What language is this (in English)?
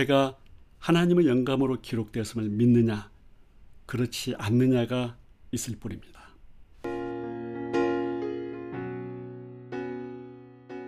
Korean